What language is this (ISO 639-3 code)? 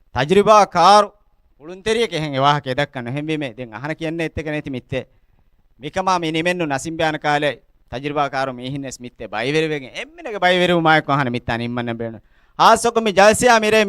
div